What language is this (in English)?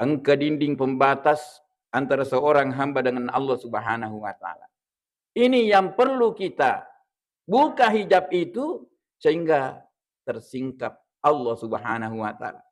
Buginese